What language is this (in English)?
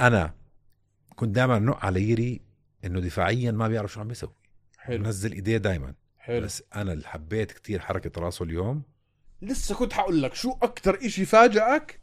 North Levantine Arabic